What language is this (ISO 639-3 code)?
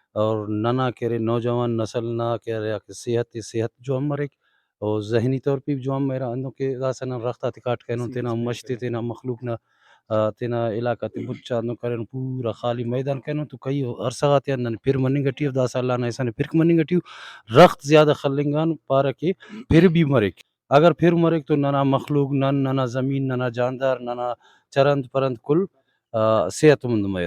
brh